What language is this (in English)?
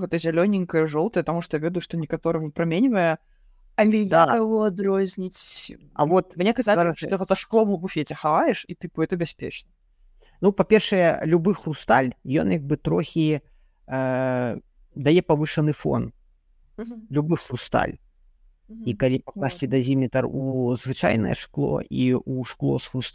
Belarusian